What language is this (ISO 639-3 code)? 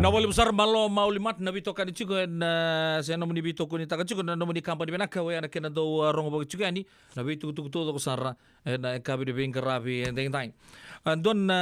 fij